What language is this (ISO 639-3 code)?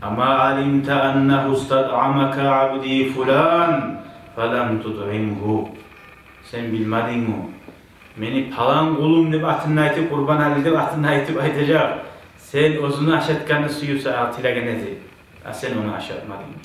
kum